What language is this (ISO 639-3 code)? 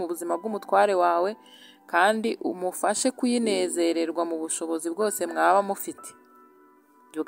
kin